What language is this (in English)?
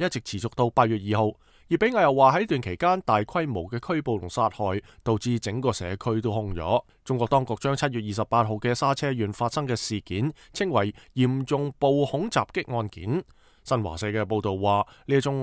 Cantonese